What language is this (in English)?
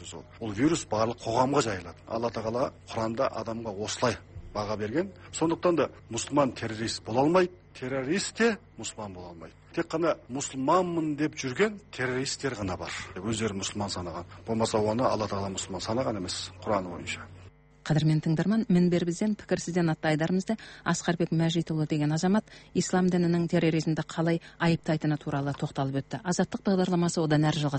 Kazakh